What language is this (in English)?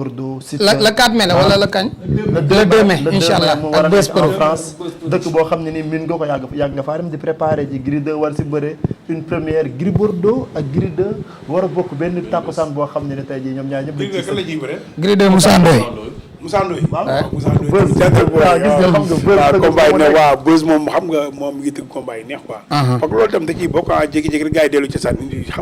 Wolof